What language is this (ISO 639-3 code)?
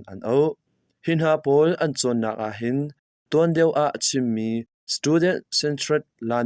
cnh